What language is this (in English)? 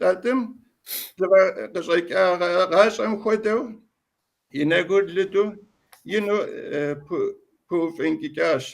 Kabardian